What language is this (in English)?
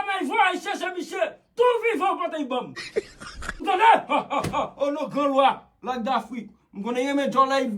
Haitian Creole